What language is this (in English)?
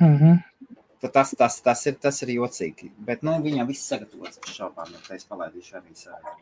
Latvian